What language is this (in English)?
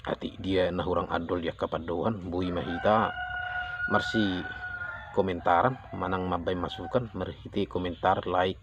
Batak Toba